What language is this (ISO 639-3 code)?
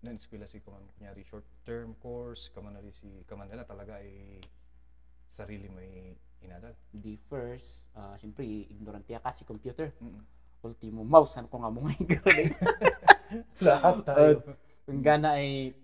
kne